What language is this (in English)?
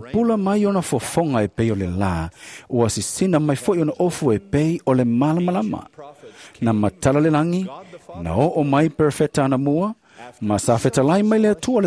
Samoan